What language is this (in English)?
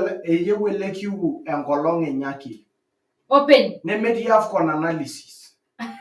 Masai